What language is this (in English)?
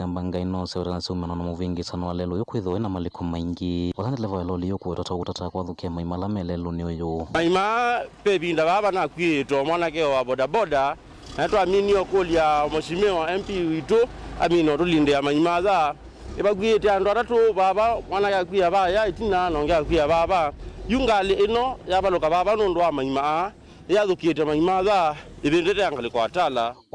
Kamba